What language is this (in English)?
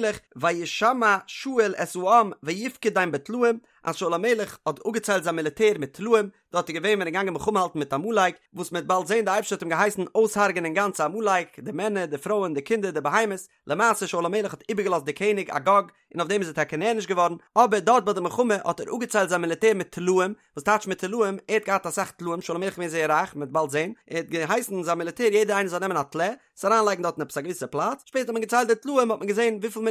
Yiddish